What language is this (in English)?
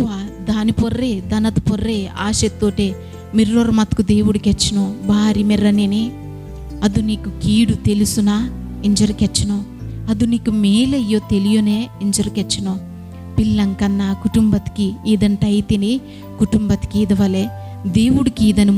Koya